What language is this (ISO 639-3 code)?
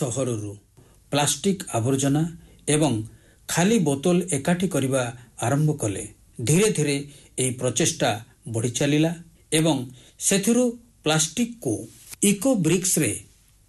ori